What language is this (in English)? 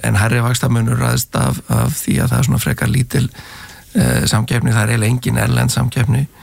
Icelandic